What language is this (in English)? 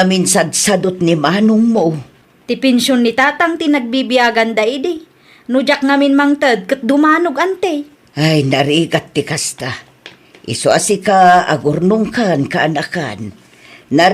Iloko